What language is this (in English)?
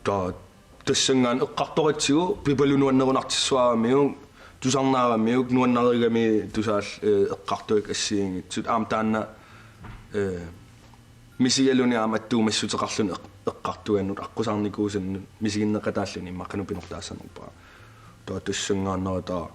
Kalaallisut